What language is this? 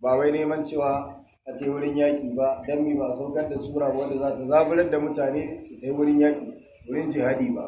Hausa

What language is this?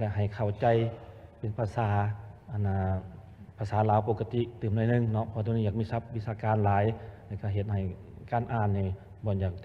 Lao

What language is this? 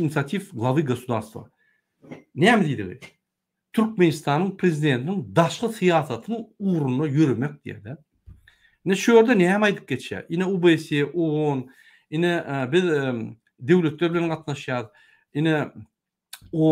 Turkmen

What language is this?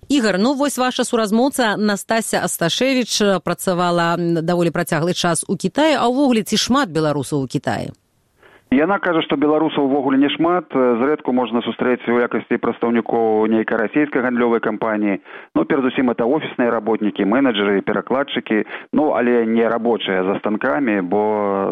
Belarusian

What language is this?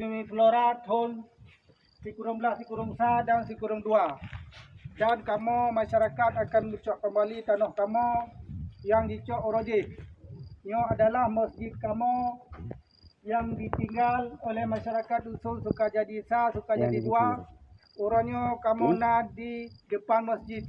Achinese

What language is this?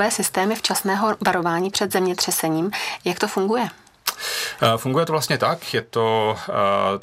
Czech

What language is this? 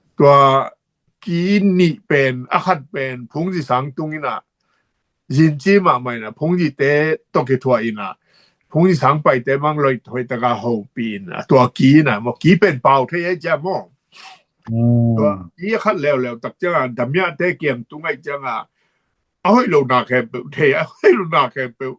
Tedim Chin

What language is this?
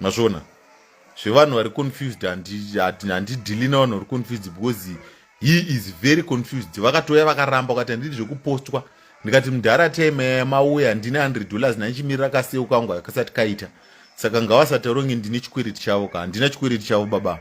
Shona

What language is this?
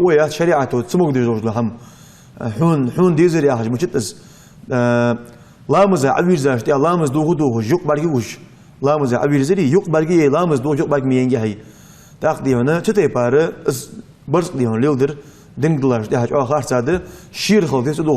Ingush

